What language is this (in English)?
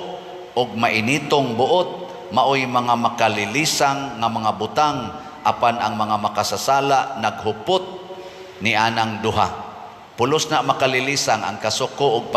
Cebuano